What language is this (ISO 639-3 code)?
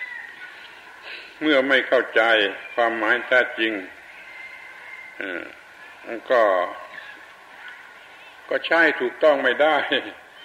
tha